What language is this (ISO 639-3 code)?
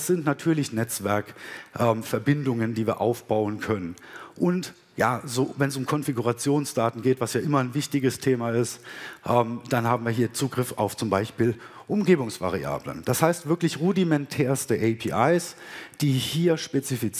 deu